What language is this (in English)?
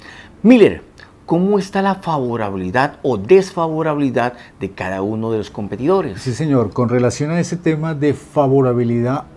Spanish